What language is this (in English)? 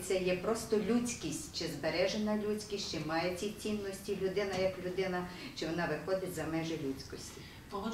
Ukrainian